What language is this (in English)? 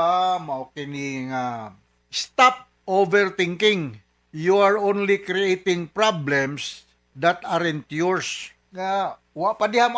Cebuano